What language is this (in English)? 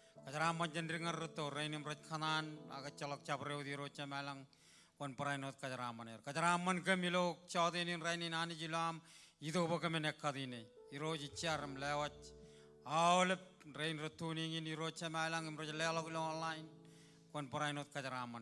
Marshallese